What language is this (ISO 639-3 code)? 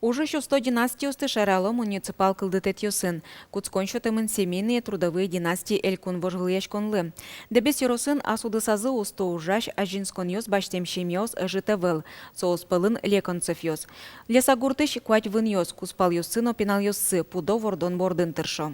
udm